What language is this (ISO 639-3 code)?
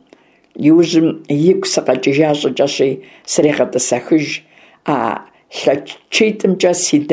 kbd